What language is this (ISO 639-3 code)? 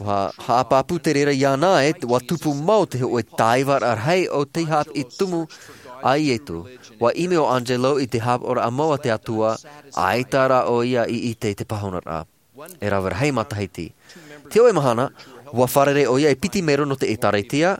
tah